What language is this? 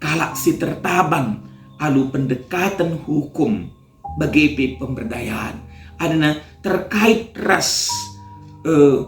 Batak Karo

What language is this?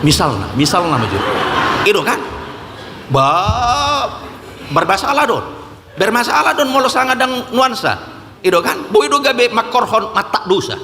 Batak Toba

